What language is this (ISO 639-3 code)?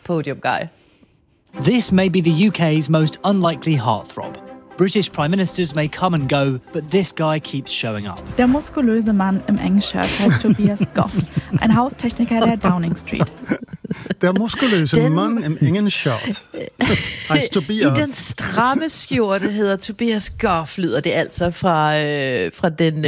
dan